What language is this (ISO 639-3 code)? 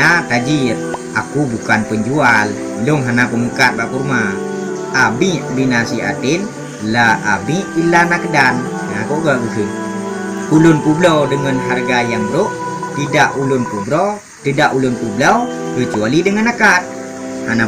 ace